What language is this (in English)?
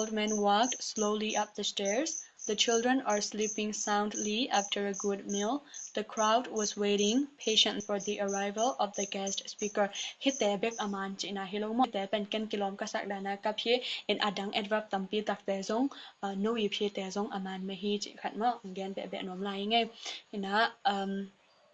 Tedim Chin